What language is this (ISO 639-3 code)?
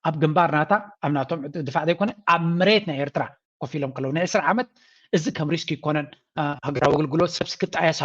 tir